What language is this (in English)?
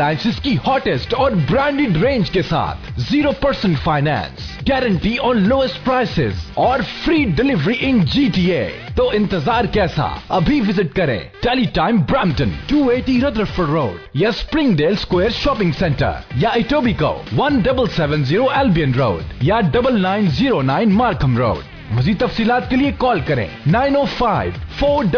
Urdu